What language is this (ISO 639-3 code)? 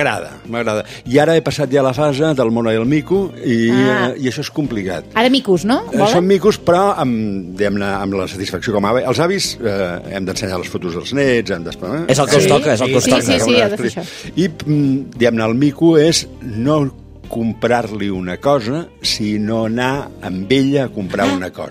cat